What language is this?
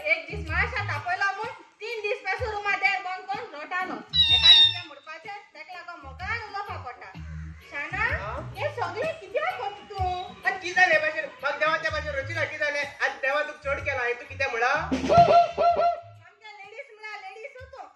Konkani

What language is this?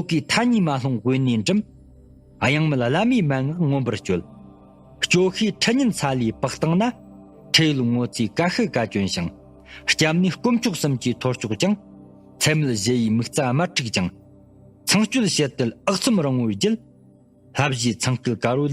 Tibetan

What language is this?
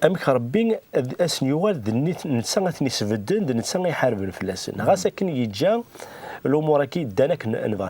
Kabyle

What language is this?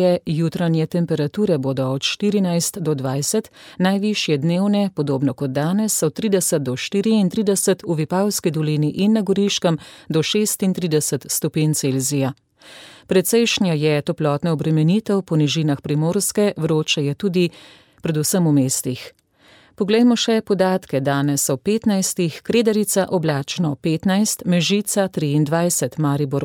Slovenian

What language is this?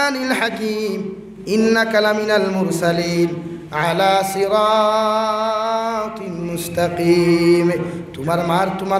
Sylheti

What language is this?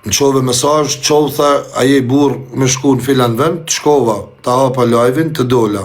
Albanian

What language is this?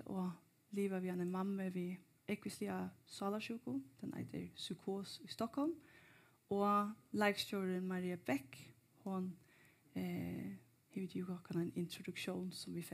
Faroese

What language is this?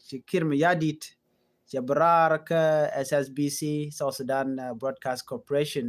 Nuer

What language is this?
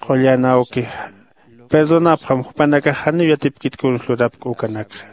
Aymara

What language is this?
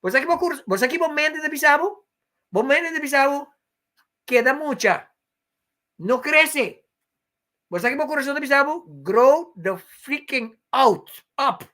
Papiamento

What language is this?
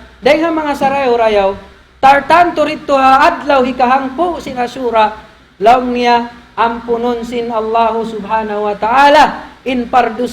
Tausug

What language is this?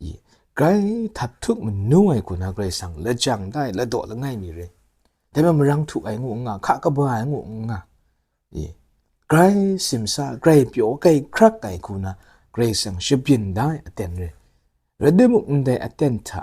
Kachin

